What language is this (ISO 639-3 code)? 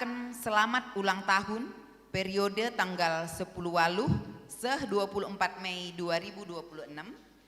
btx